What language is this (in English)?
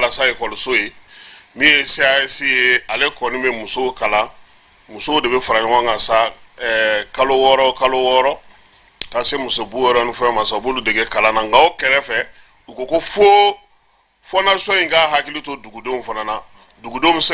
Bambara